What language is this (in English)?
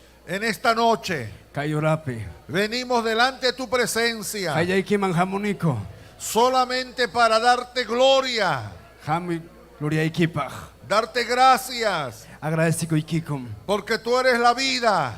Ayacucho Quechua